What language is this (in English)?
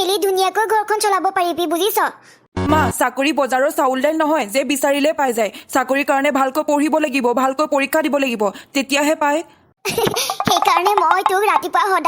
Assamese